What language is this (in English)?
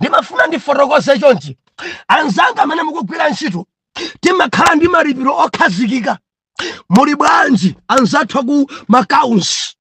Nyanja